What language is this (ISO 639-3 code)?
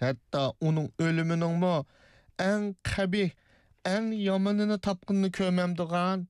uig